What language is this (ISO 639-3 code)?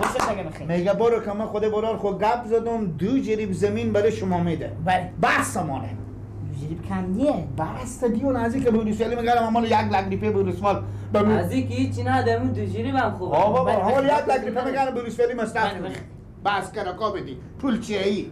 fas